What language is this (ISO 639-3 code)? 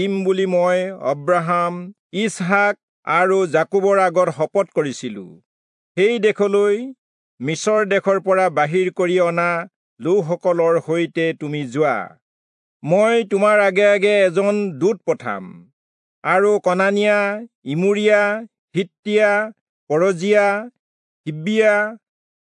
asm